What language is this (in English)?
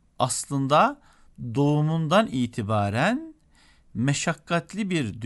Turkish